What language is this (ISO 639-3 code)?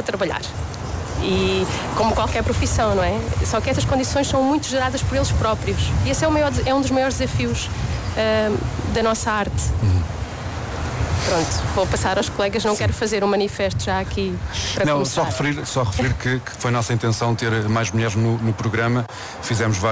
por